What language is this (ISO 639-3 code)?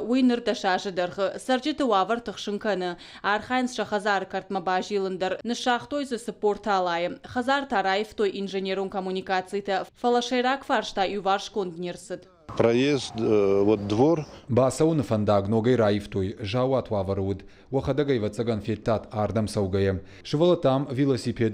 oss